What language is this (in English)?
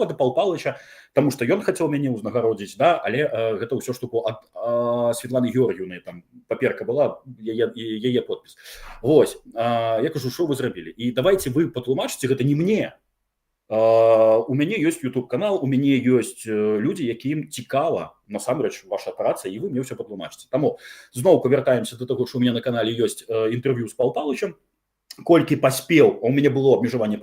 Belarusian